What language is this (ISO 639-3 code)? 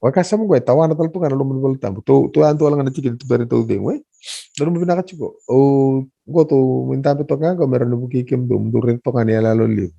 fij